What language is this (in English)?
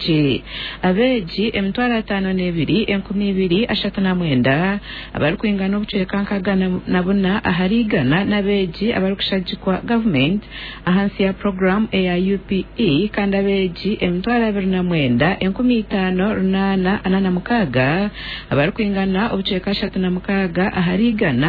Nyankole